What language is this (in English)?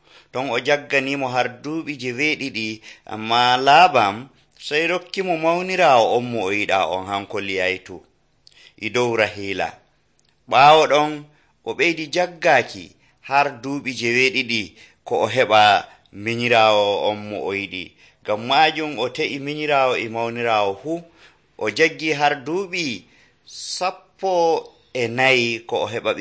Nigerian Fulfulde